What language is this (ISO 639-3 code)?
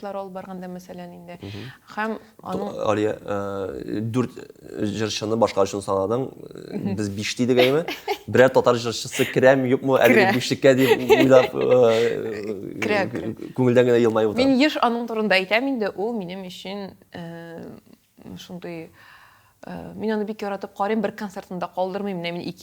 tat